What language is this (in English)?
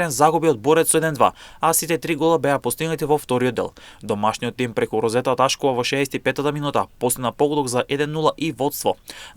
Macedonian